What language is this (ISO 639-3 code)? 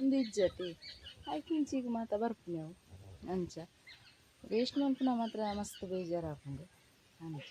tcy